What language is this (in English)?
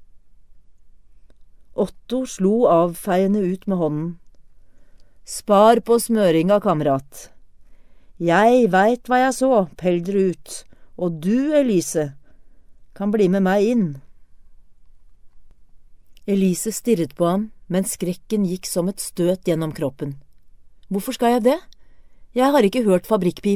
Norwegian